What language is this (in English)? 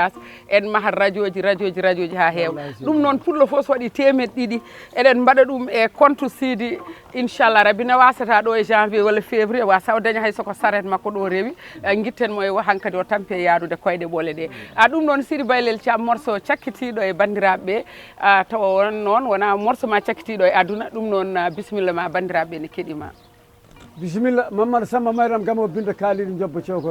Fula